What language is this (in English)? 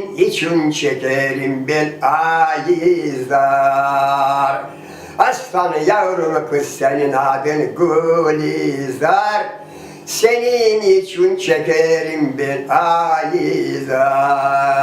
Crimean Tatar